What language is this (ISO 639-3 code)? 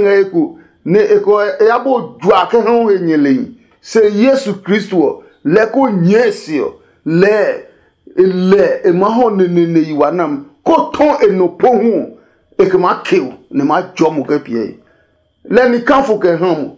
ada